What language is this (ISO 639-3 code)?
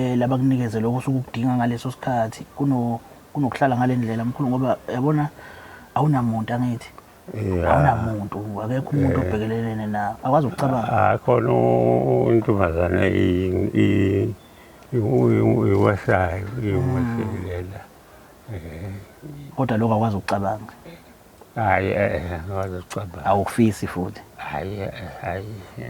zul